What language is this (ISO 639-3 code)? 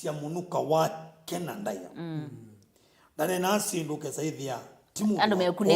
kam